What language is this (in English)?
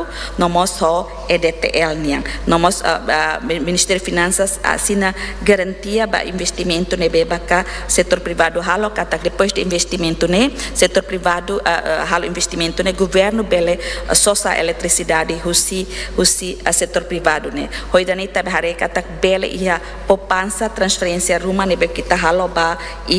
Tetum